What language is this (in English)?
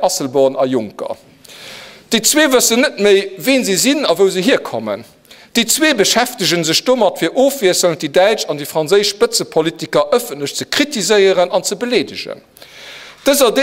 Luxembourgish